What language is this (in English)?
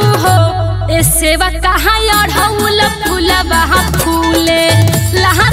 Bhojpuri